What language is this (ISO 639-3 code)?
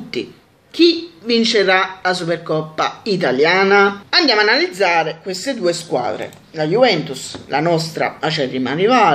ita